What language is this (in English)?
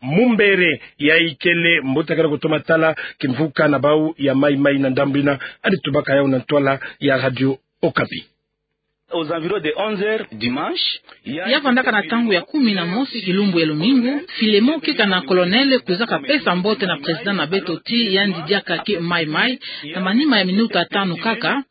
Kituba (Democratic Republic of Congo)